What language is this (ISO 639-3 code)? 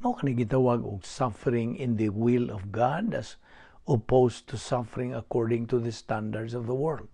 ceb